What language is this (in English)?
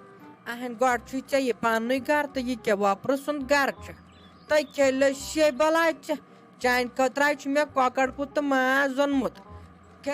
Kashmiri